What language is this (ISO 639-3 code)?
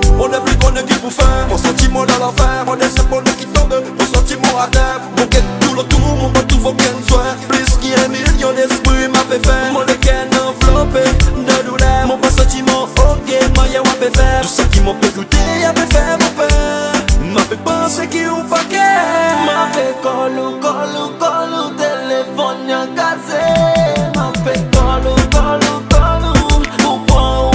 crs